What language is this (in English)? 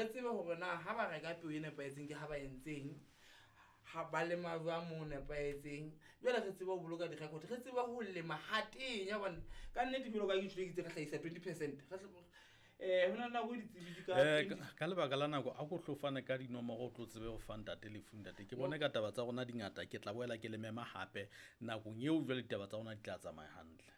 Southern Sotho